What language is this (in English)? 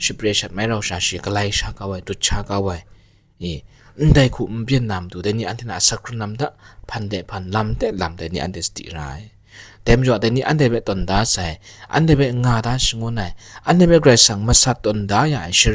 Kachin